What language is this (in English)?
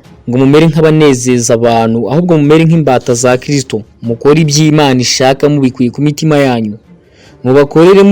Kinyarwanda